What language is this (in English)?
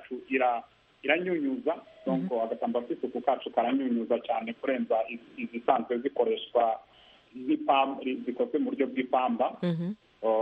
Kinyarwanda